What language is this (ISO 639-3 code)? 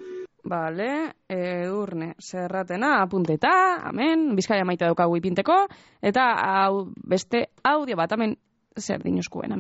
eus